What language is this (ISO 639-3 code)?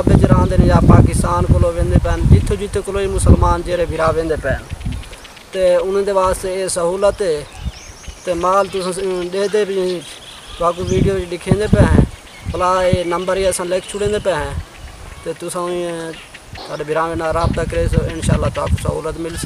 skr